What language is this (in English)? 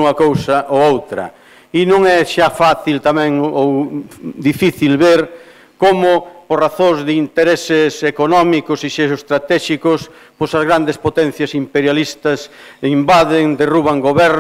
Galician